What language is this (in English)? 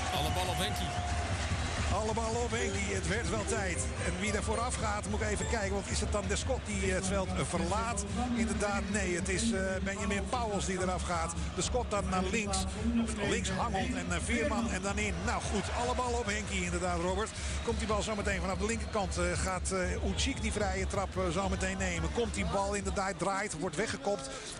Dutch